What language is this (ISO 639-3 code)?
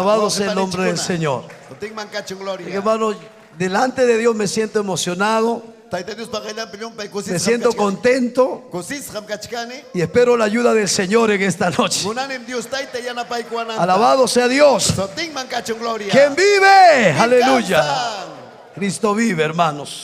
quy